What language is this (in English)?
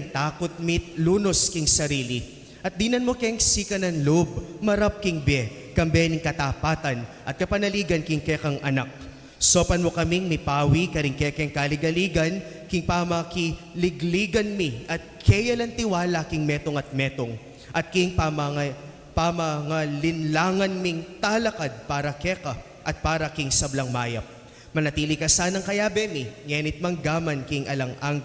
Pampanga